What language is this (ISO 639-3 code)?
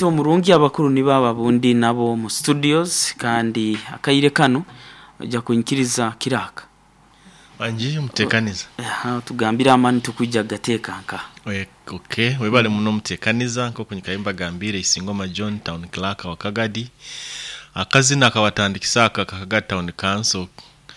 nyo